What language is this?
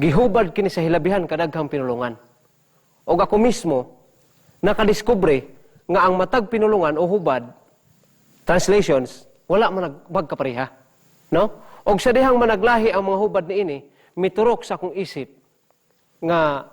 Cebuano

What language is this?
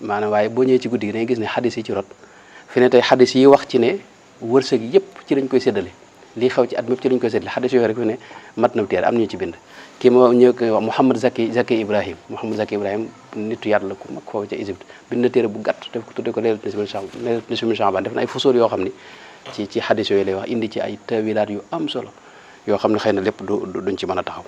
Wolof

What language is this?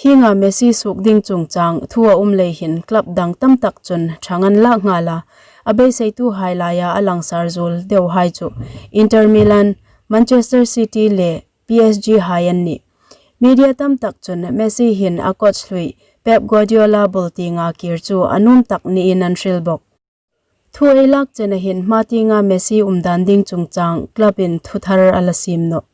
Hmar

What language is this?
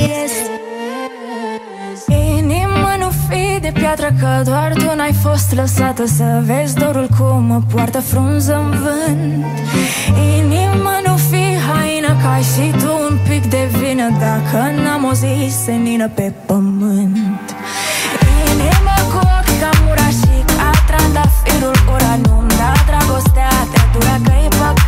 Romanian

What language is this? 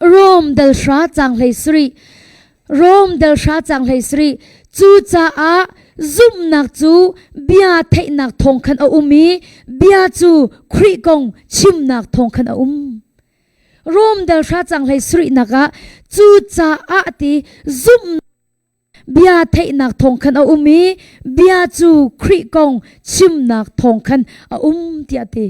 Hakha Chin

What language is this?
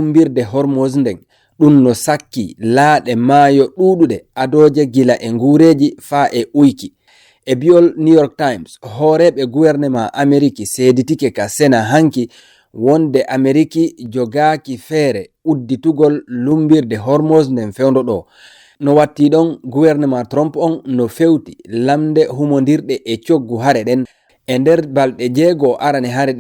Fula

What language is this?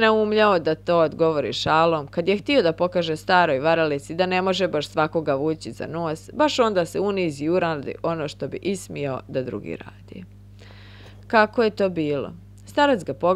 Bosnian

